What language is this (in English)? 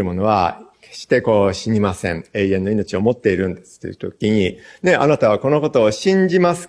Japanese